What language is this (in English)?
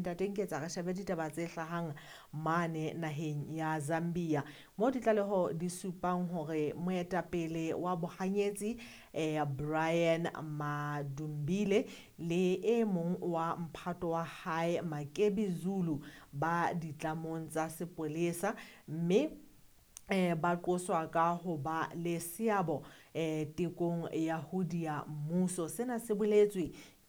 Southern Sotho